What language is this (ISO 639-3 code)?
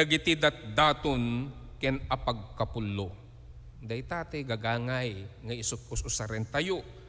ilo